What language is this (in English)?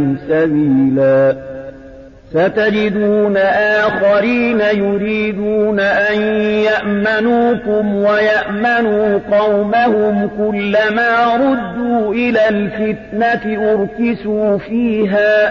Arabic